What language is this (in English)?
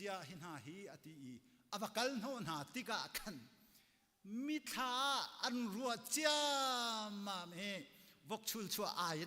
Hakha Chin